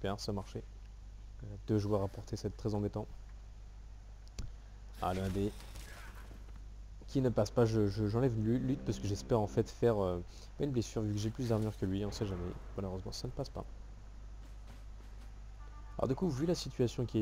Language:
French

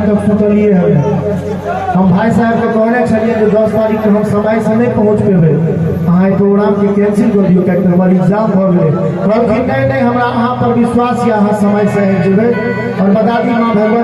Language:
Maithili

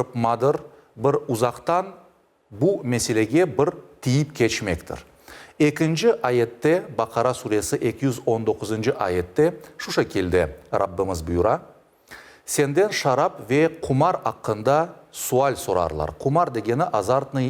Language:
Crimean Tatar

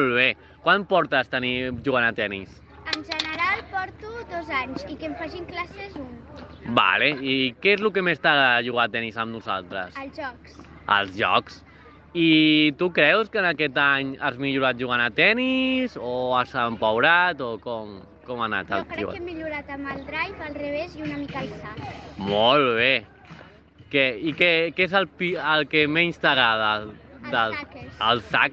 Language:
Catalan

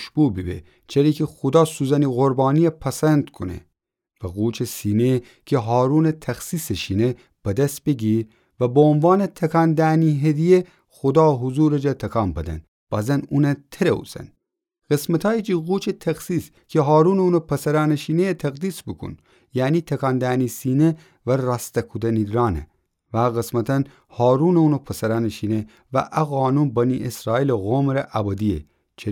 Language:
Gilaki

